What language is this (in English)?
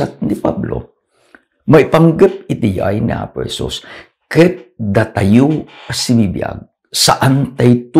Iloko